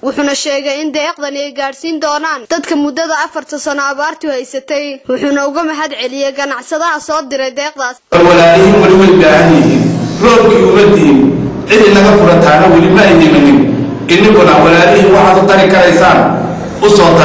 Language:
Somali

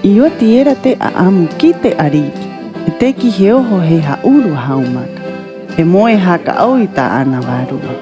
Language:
Rapanui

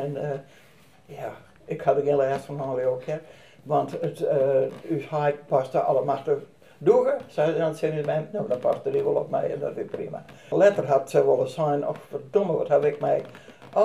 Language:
Western Frisian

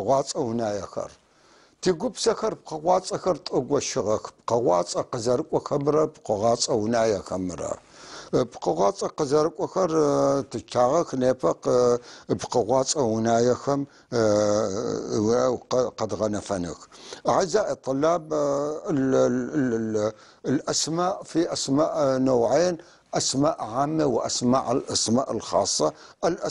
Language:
North Levantine Arabic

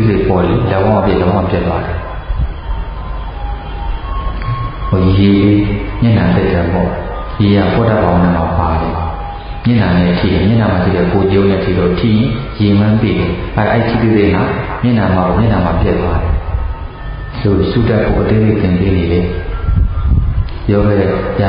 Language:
Burmese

